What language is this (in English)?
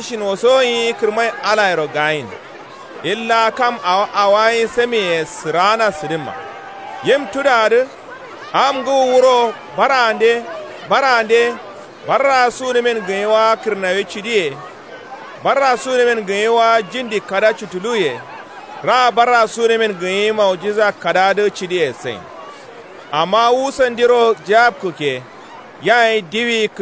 Kanuri